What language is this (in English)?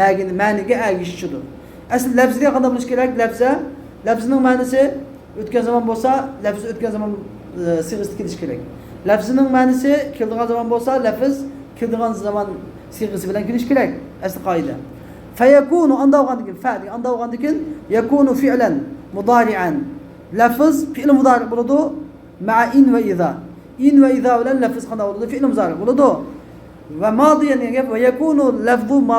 Uyghur